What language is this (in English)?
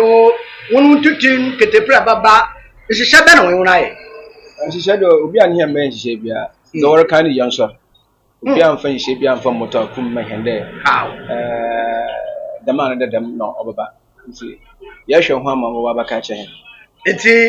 Akan